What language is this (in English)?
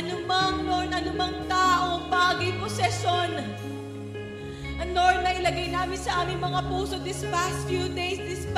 Filipino